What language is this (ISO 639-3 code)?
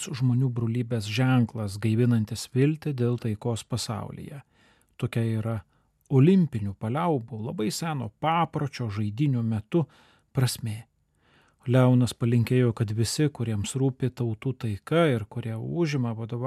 lit